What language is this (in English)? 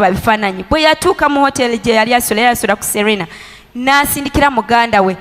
Ganda